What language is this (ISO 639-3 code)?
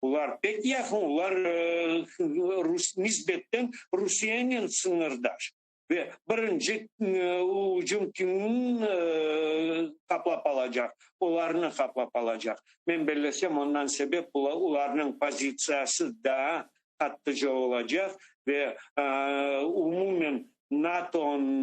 crh